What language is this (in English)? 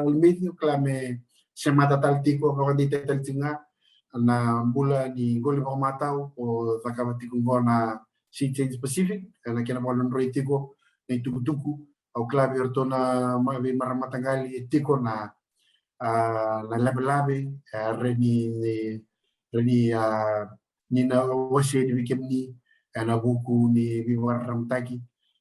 Fijian